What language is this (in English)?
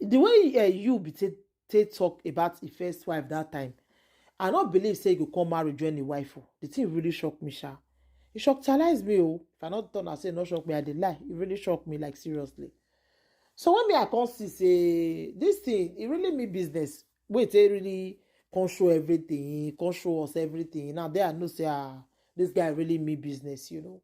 Nigerian Pidgin